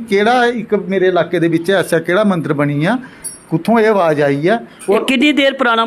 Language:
Dogri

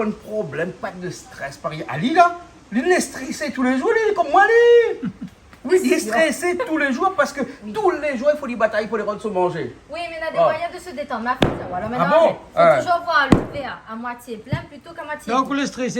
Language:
Réunion Creole French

